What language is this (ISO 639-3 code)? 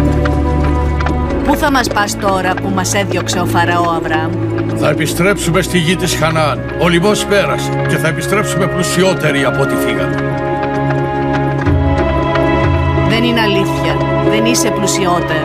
ell